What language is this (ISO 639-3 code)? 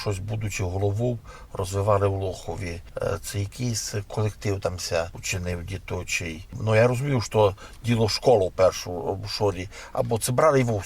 rue